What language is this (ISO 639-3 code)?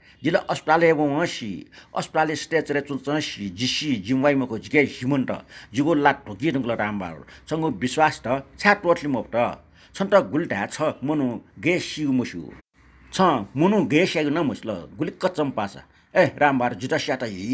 new